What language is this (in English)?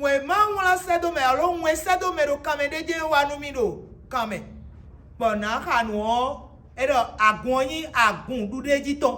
Fon